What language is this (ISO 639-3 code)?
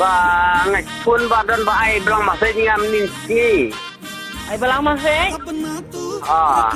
kha